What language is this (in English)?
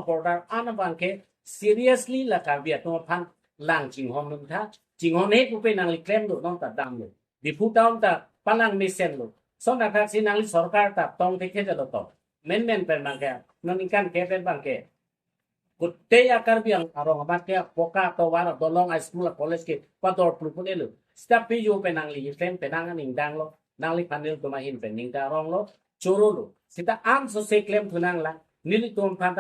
Karbi